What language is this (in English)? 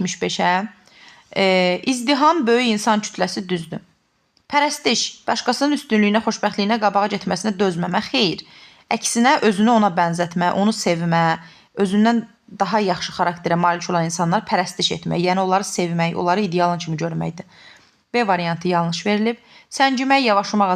Azerbaijani